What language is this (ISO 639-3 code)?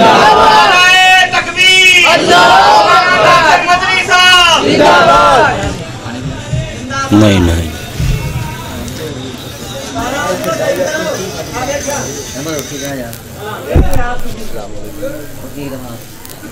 urd